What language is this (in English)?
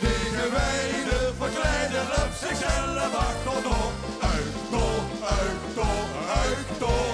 Limburgish